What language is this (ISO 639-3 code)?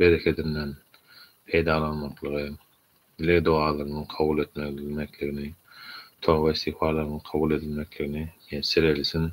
tuk